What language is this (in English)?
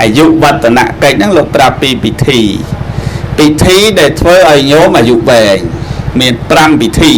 Khmer